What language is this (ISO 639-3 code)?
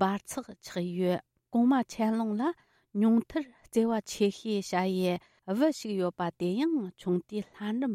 bod